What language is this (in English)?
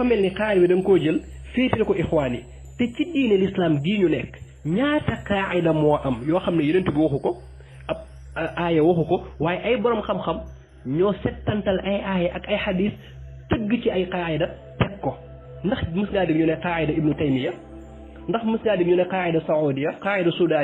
Wolof